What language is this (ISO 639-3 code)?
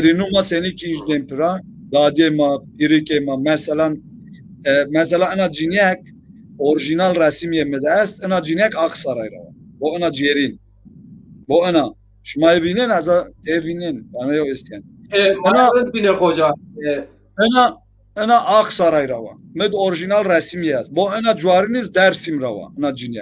zza